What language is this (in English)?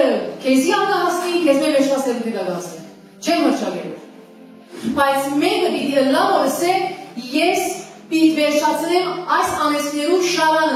Western Armenian